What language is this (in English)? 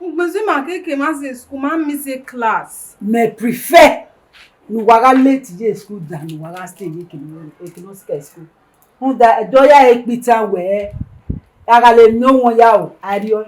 Bini